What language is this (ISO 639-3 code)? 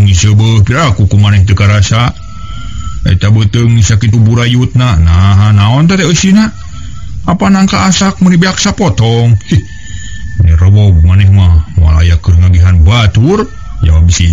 sun